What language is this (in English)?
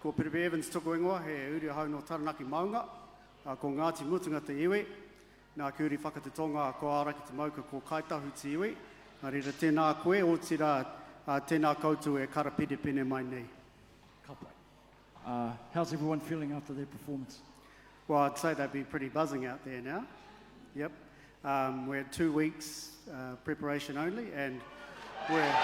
Māori